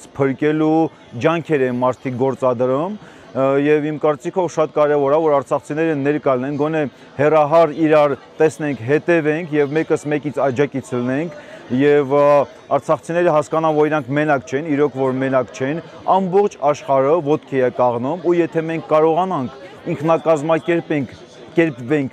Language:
Armenian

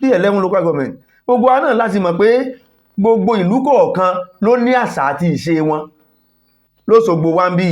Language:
Yoruba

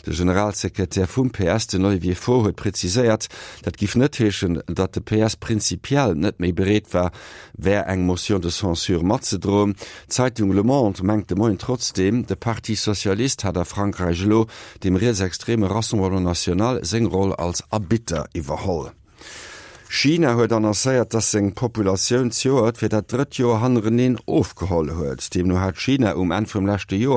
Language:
Luxembourgish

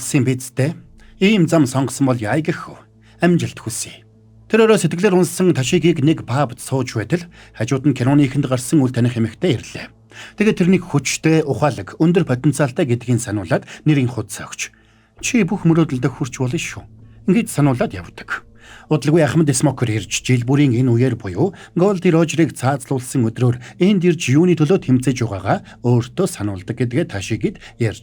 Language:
Mongolian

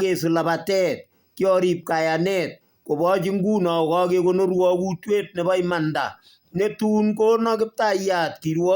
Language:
Kalenjin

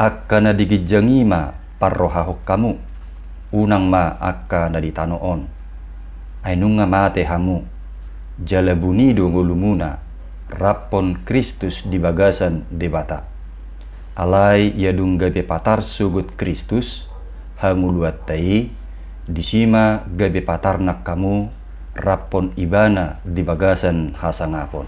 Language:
Batak Toba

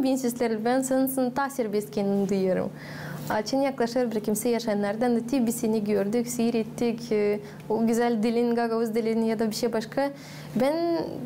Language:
Gagauz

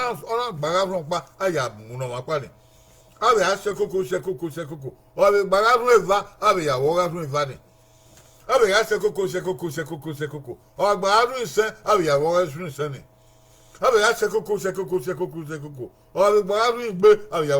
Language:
Bini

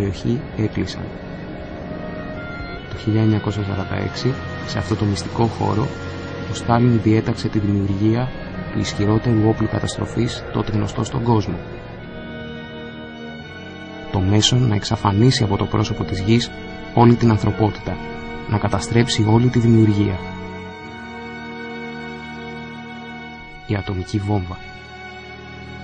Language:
Greek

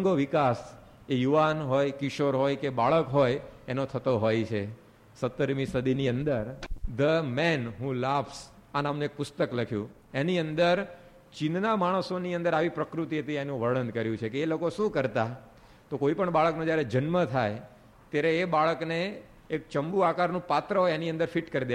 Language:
Gujarati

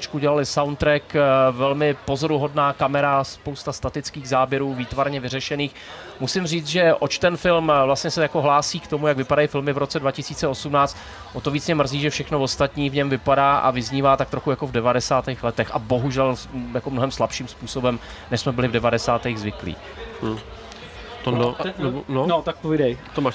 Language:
Czech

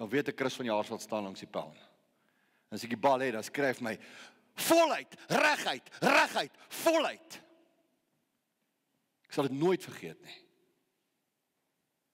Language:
Afrikaans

